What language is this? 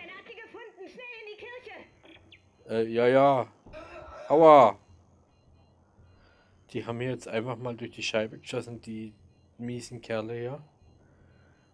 German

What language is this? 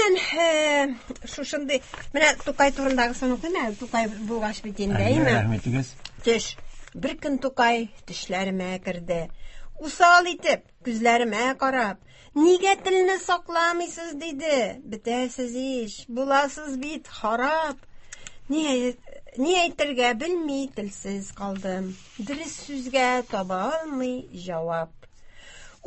Tatar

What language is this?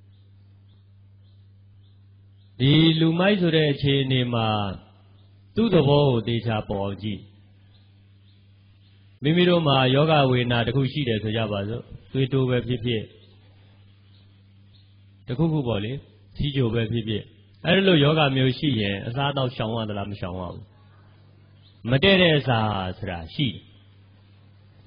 Burmese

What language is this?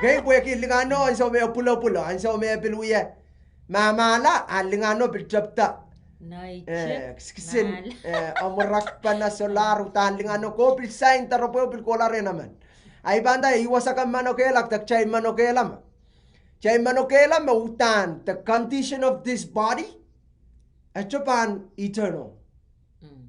Pohnpeian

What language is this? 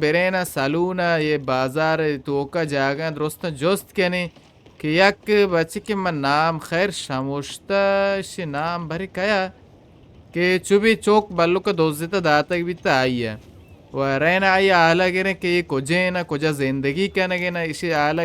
Baluchi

